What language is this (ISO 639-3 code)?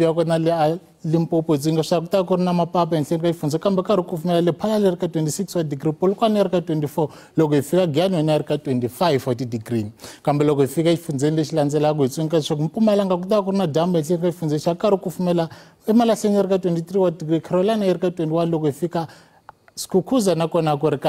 tso